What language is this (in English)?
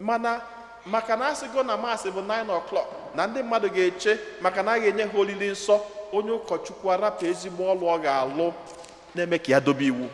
Igbo